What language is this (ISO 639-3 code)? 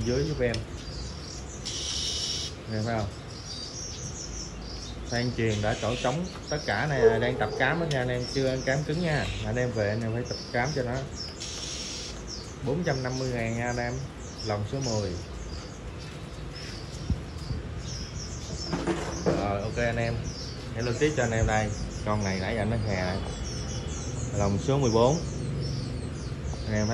vie